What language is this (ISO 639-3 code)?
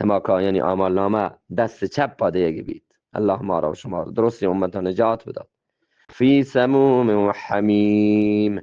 bgp